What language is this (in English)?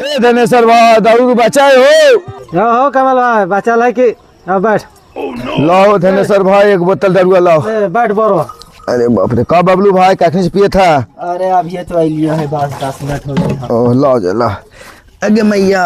Magahi